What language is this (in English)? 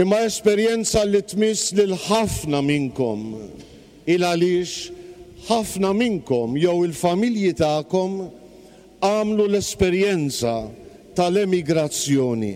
Maltese